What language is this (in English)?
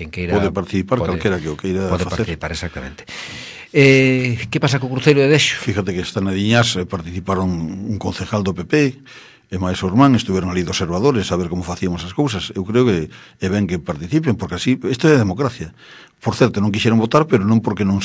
Galician